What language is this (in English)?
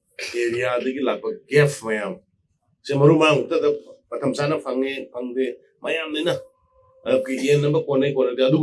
Manipuri